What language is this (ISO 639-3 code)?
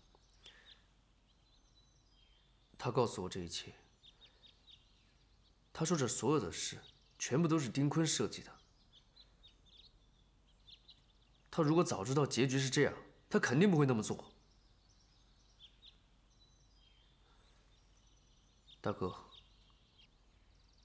zho